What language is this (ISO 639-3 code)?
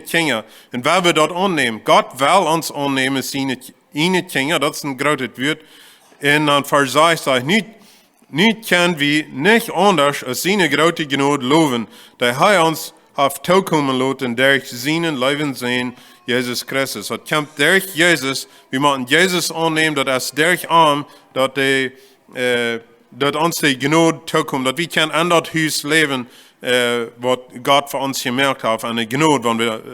pdt